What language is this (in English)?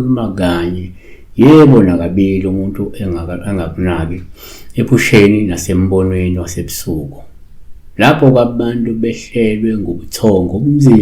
Zulu